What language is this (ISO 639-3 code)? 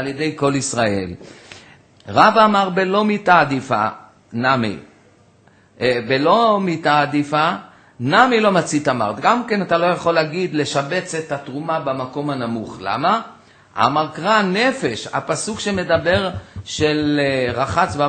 heb